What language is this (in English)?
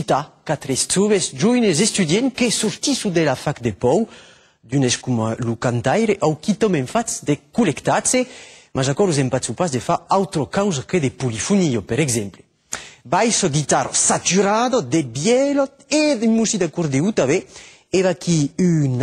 Occitan